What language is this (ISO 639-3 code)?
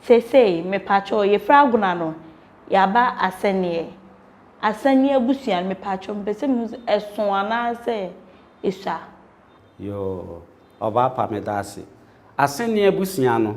aka